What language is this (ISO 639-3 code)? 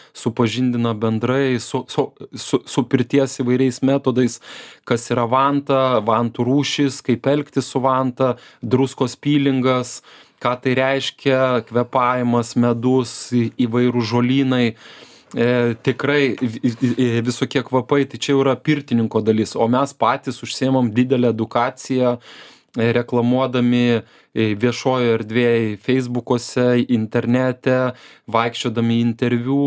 lit